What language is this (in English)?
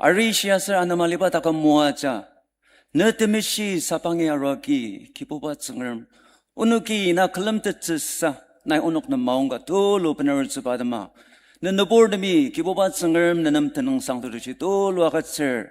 Ao Naga